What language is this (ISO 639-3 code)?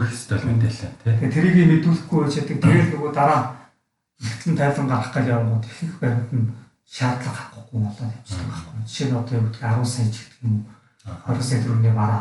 mon